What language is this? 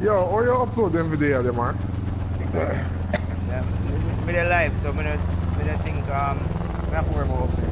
Jamaican Creole English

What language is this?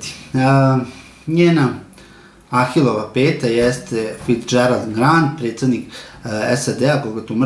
Serbian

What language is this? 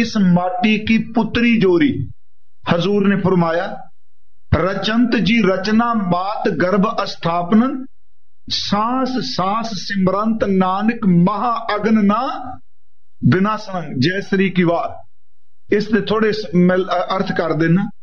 Punjabi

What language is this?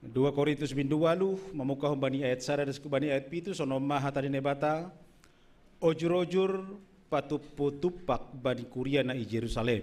Batak Simalungun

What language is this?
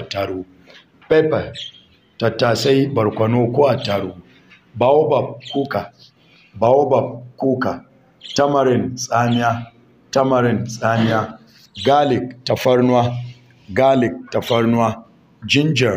Hausa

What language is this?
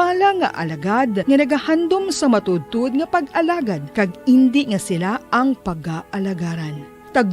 Hiligaynon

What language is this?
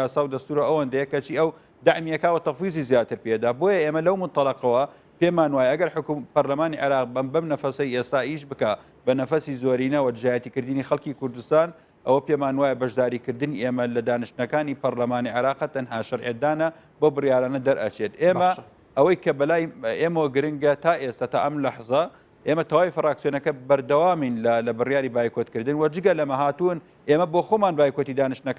Central Kurdish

